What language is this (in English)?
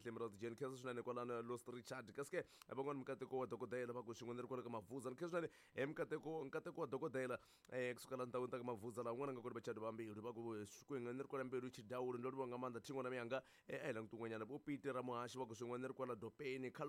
Tsonga